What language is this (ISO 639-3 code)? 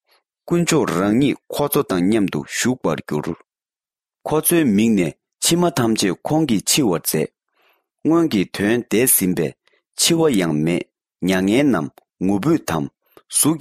bod